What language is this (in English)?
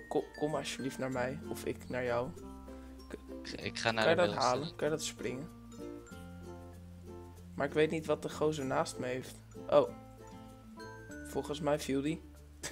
Dutch